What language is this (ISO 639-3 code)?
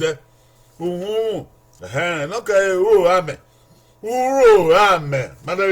bin